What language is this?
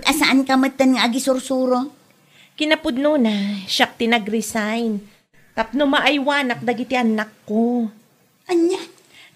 Iloko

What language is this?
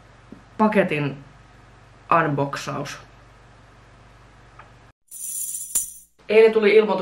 Finnish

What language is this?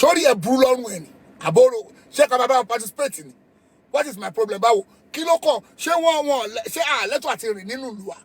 Yoruba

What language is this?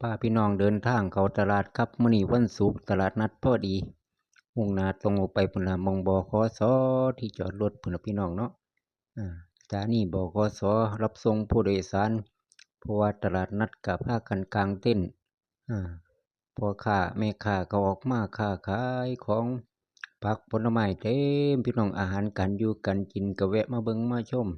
Northeastern Thai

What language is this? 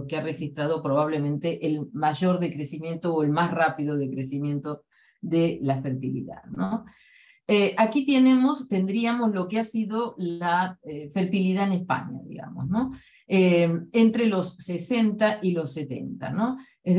Spanish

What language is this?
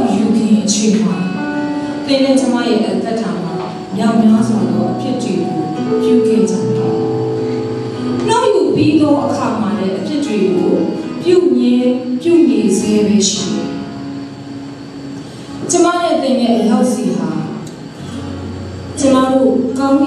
Burmese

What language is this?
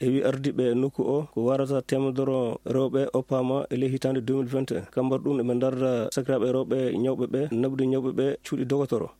Fula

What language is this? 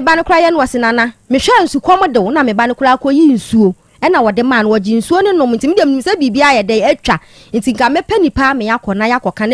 Akan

